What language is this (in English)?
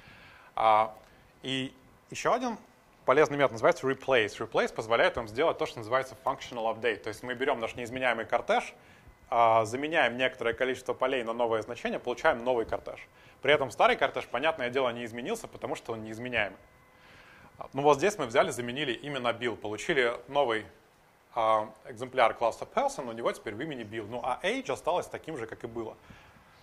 Russian